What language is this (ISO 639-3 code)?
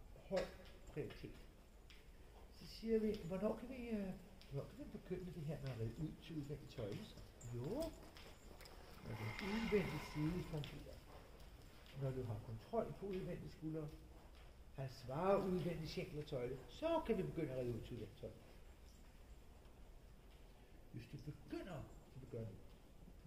dan